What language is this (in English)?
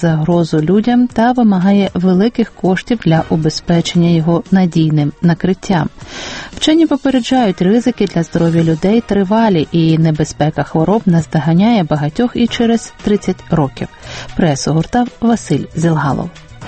Ukrainian